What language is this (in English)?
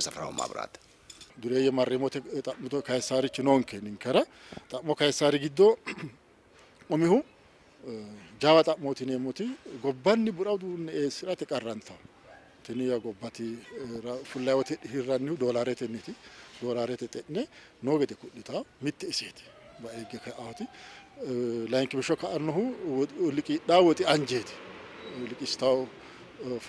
Sidamo